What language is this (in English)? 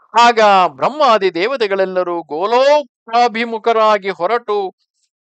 Kannada